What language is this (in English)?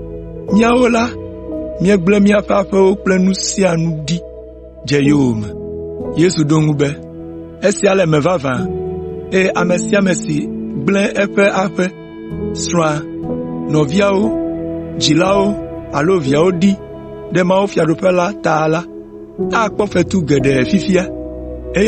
Ewe